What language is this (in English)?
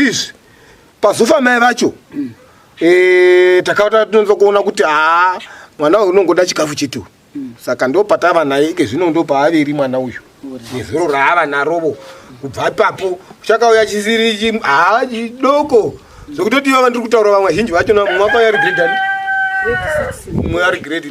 Shona